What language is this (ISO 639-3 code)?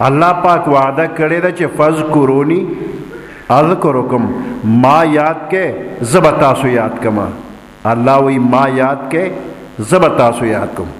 pus